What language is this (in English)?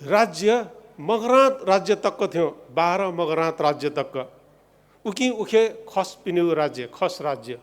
Newari